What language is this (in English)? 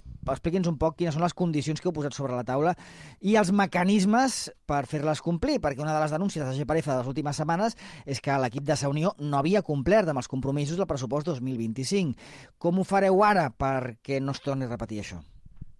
Catalan